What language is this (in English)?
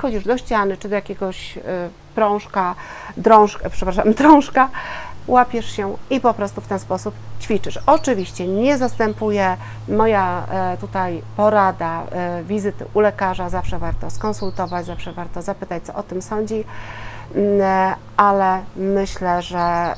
Polish